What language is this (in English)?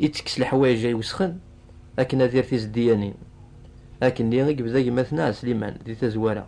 Kabyle